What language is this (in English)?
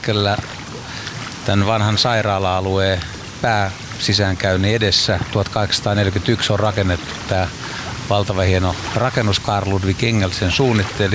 Finnish